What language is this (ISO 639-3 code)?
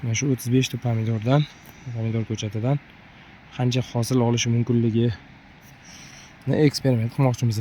uzb